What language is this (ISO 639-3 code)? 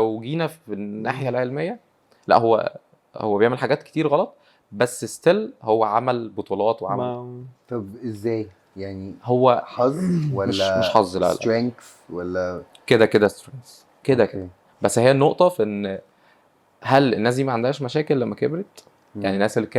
arz